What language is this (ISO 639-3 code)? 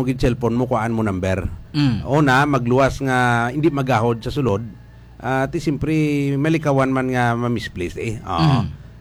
hil